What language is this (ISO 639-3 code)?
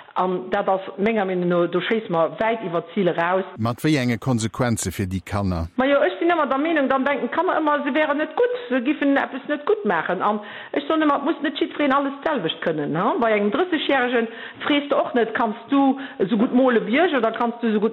ltz